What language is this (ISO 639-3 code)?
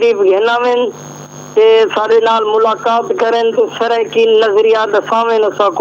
skr